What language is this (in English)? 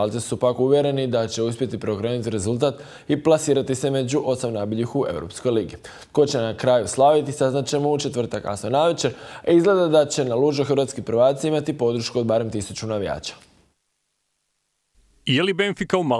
Croatian